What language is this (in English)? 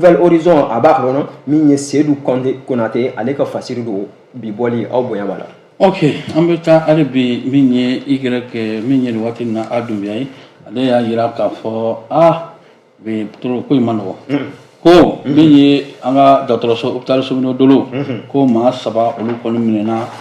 Bambara